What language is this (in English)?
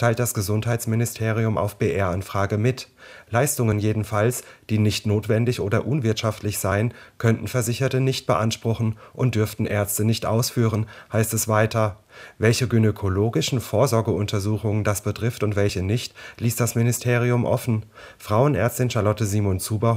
German